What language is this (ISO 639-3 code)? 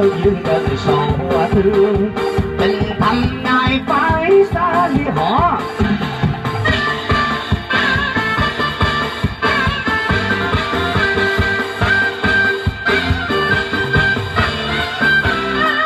vie